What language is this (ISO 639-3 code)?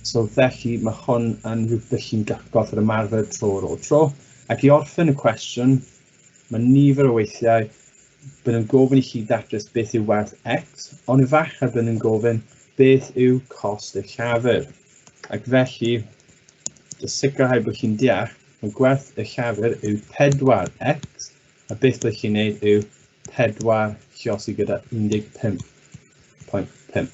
cym